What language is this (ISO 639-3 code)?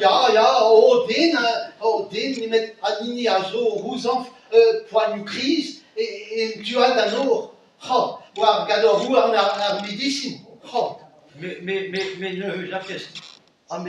bre